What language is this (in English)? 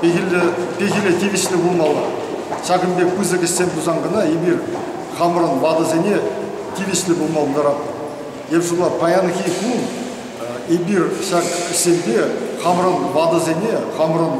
Chuvash